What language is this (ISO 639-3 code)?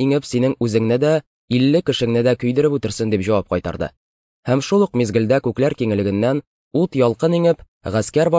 tat